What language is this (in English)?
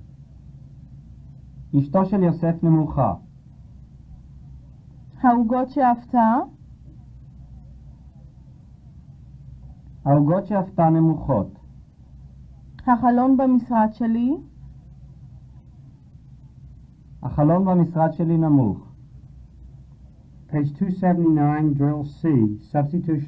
Hebrew